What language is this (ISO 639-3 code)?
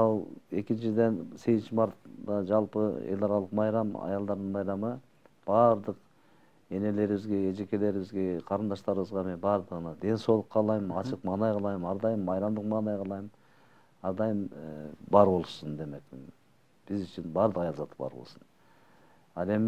kir